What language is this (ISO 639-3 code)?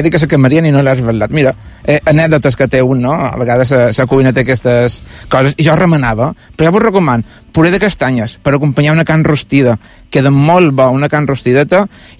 cat